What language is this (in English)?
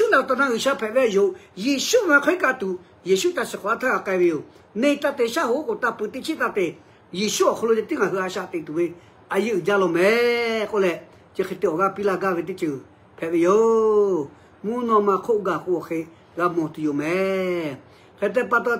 Lahu